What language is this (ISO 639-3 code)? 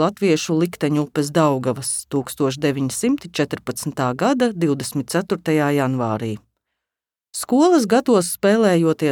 lav